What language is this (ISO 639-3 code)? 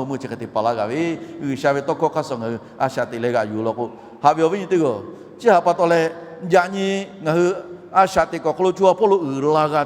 lhu